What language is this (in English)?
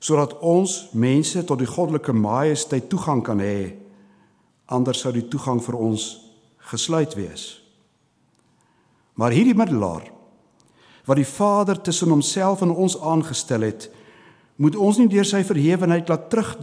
Afrikaans